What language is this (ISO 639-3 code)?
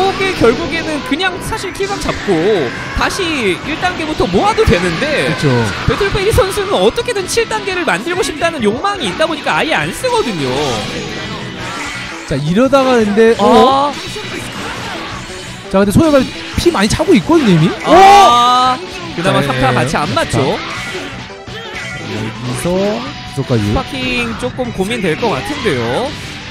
kor